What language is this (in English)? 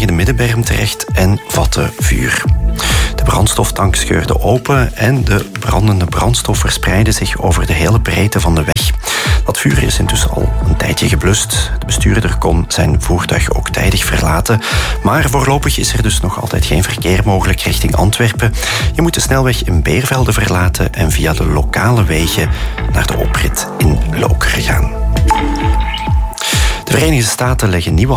Dutch